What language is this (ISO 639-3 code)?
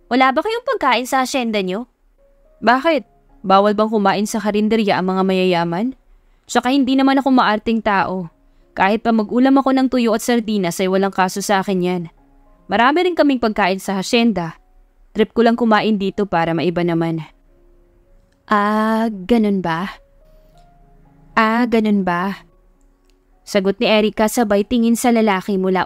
fil